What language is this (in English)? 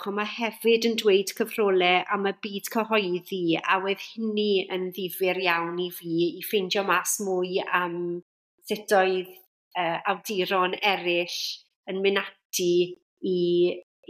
Welsh